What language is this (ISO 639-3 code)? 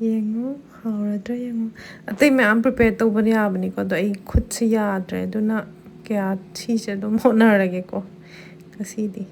mni